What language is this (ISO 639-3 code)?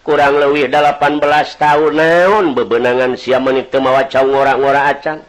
sun